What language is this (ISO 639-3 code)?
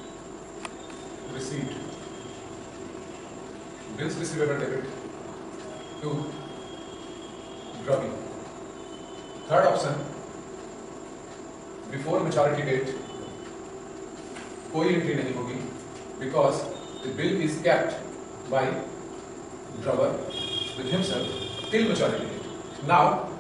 hin